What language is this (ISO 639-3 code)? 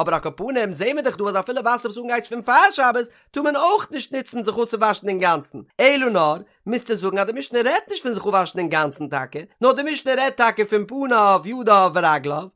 yid